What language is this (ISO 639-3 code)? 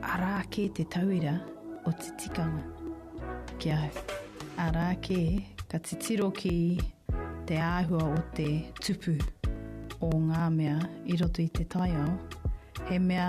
mri